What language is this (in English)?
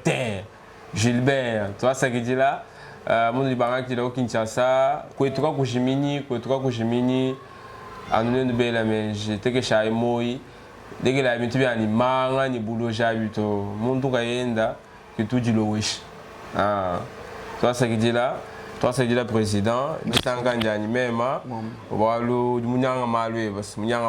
Luba-Lulua